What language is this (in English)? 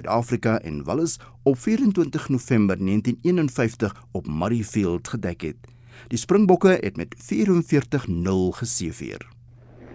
Afrikaans